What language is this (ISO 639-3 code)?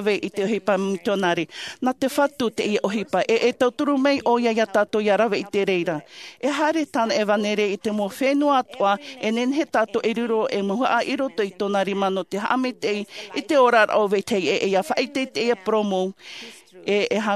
tah